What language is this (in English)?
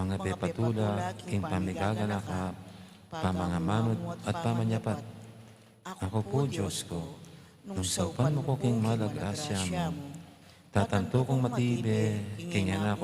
Pampanga